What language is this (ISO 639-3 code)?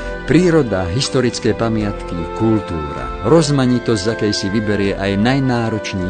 slk